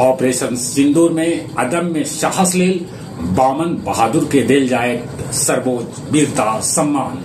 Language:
Magahi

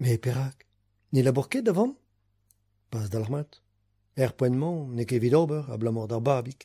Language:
Breton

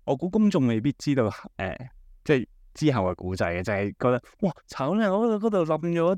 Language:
Cantonese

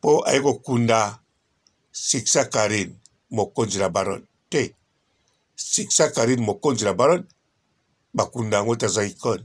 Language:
Lingala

